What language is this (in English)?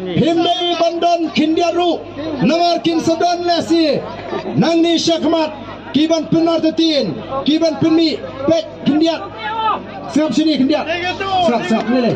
Khasi